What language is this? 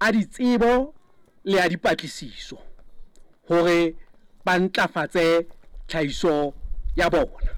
Southern Sotho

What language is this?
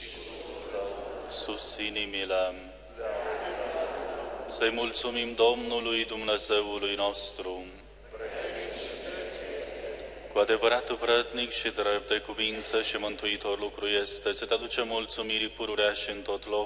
Romanian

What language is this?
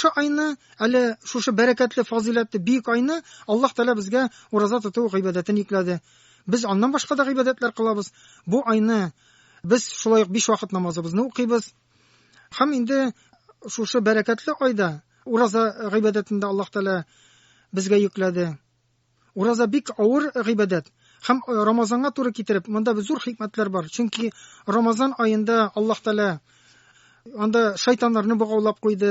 Tatar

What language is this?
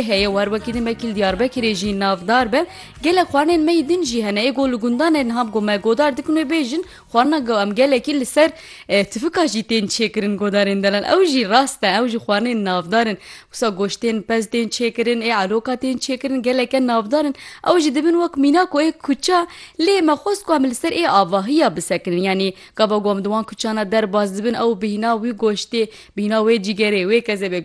Kurdish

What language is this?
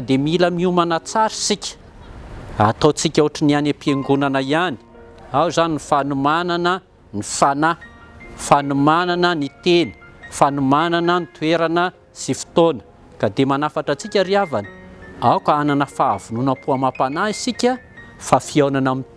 Malagasy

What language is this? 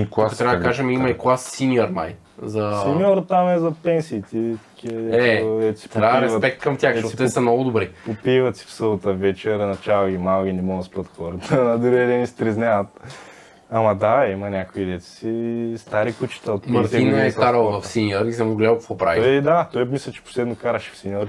Bulgarian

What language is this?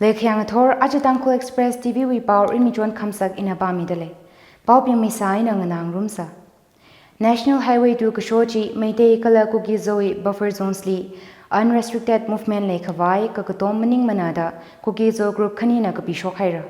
Tangkhul Naga (India)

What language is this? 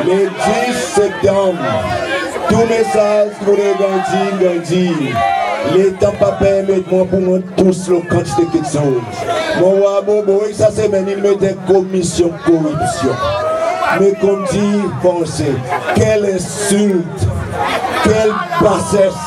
Seselwa Creole French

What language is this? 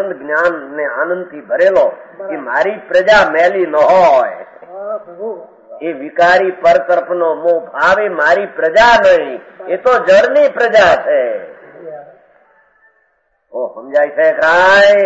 Gujarati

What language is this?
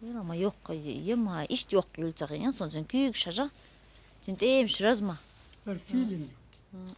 Chechen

